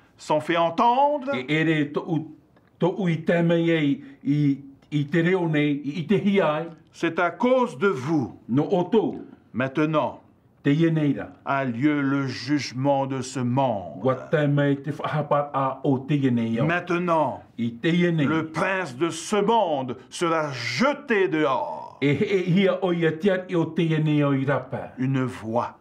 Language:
Tahitian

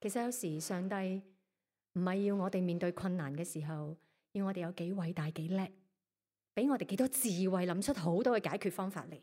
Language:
Cantonese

